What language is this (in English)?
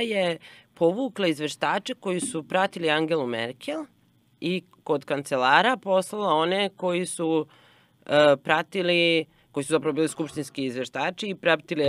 Serbian